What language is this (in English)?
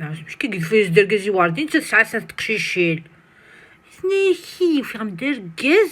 Kabyle